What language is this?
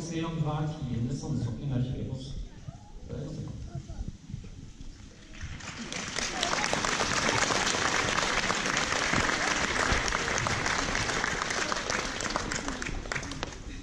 Norwegian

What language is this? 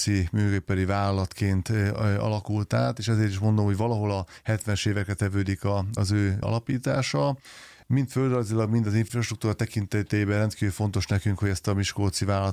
Hungarian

